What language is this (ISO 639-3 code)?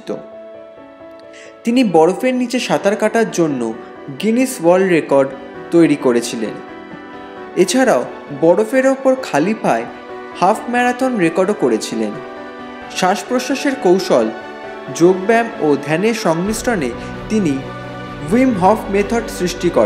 ben